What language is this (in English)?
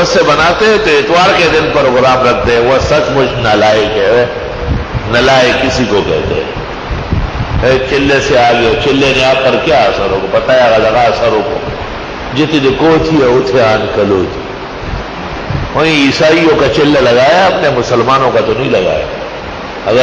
Urdu